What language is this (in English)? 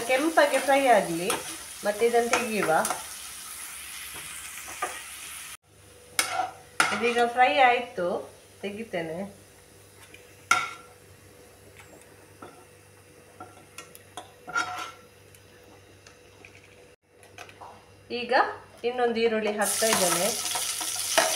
Kannada